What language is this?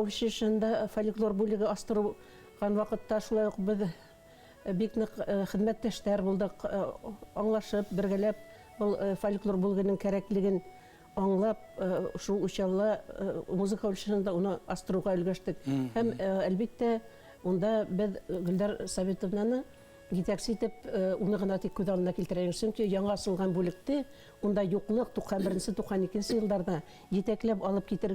Bashkir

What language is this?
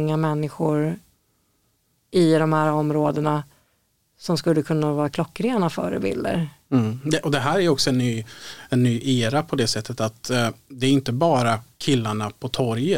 Swedish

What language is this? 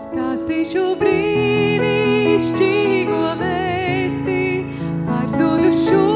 Latvian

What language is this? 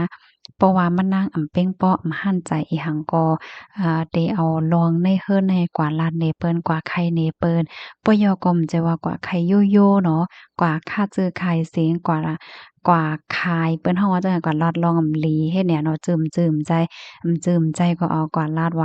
Shan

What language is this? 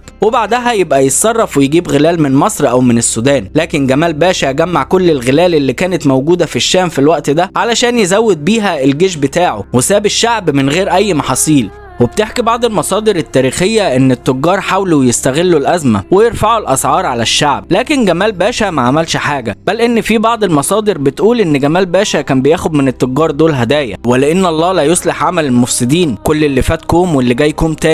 Egyptian Arabic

